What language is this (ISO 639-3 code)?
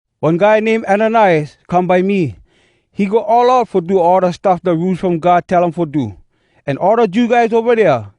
hwc